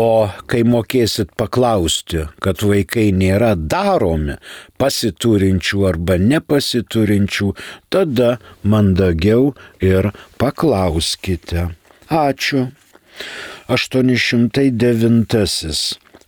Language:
Lithuanian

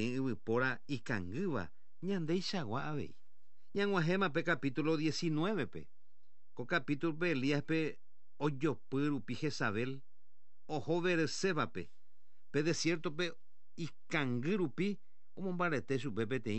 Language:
Guarani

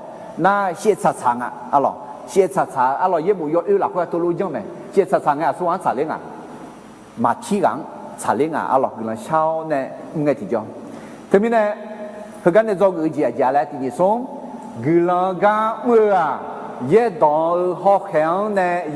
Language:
Akha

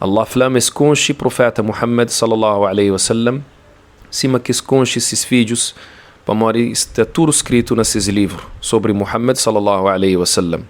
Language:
Kabuverdianu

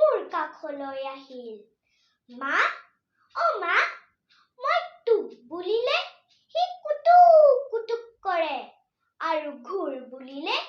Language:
Assamese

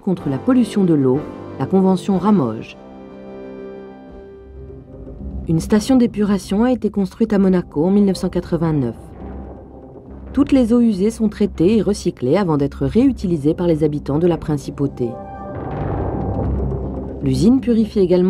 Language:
French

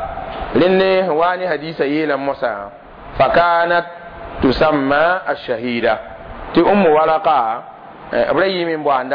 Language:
Mossi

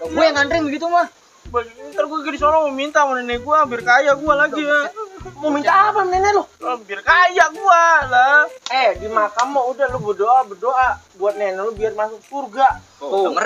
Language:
Betawi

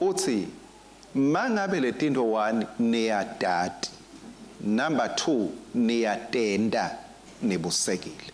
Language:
Swati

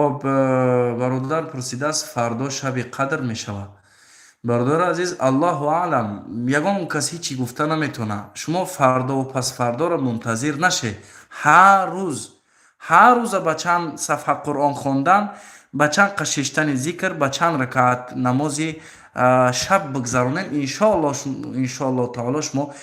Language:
Tajik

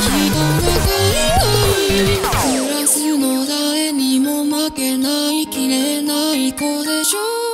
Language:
Japanese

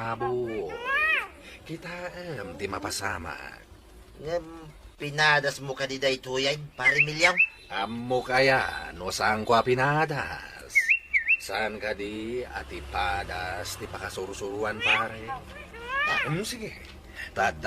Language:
Iloko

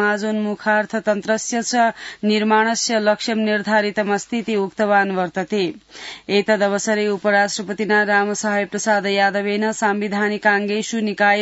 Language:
Sanskrit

